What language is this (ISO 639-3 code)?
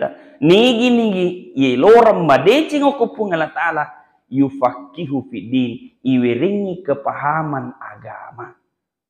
bug